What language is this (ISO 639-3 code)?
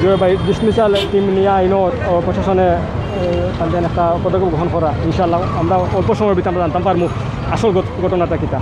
syl